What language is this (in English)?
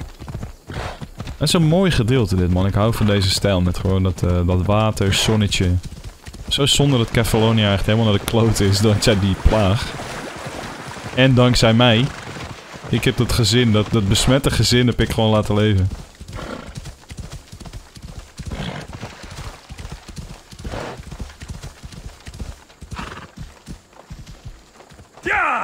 Dutch